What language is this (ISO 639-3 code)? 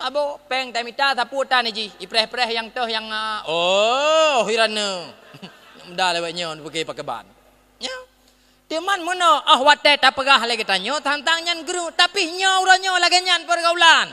ace